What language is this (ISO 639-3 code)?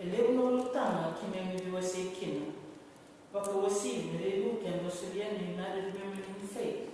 fij